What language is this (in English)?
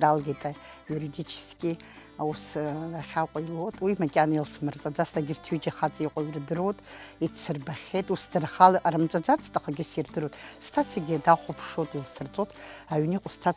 Abkhazian